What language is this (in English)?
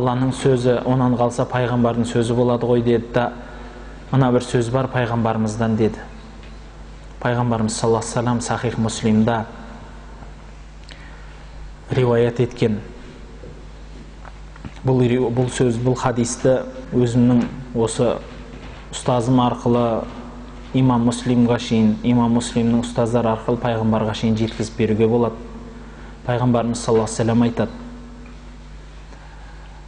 Kazakh